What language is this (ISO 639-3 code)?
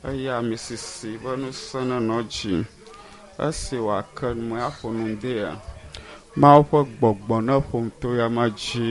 ewe